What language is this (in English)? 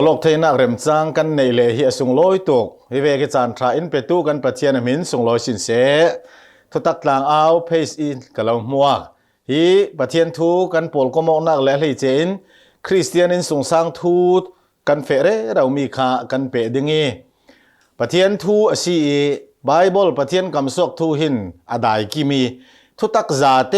Hakha Chin